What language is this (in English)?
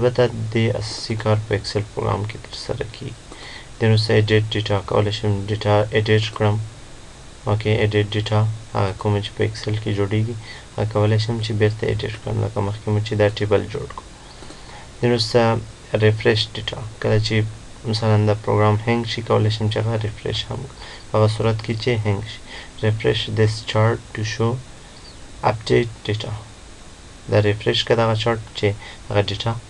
Pashto